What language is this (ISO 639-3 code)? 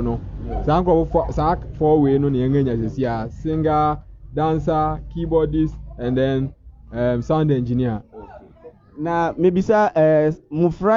aka